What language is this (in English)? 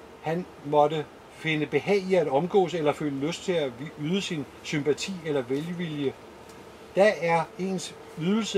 Danish